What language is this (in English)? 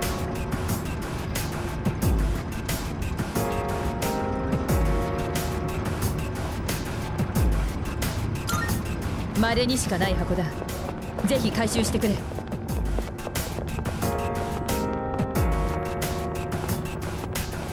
Japanese